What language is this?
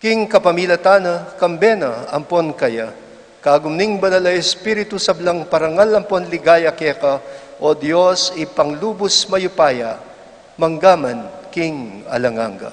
Pampanga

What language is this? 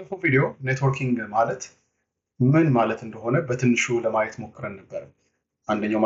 Amharic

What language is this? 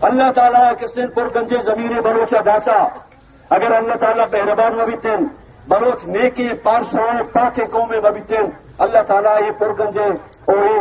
Baluchi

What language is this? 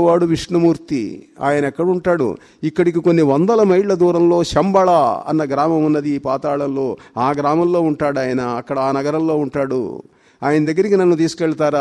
Telugu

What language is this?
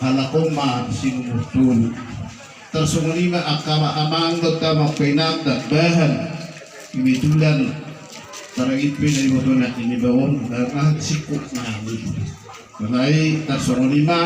Batak Toba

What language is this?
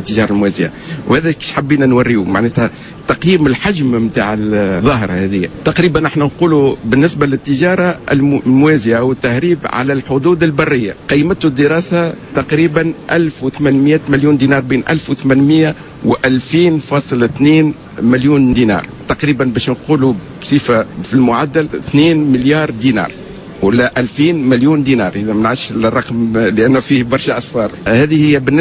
Tunisian Arabic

